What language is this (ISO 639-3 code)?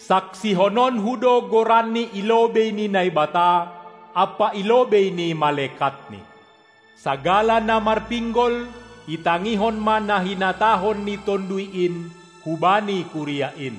bts